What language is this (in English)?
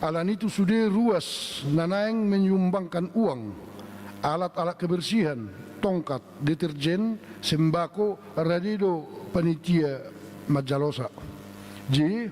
Batak Toba